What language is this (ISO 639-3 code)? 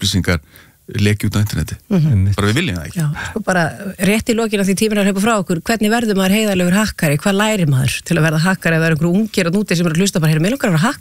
isl